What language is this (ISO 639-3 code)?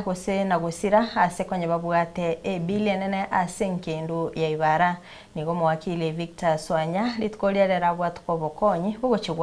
guz